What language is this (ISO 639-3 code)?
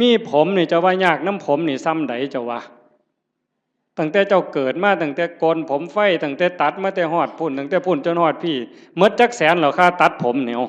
tts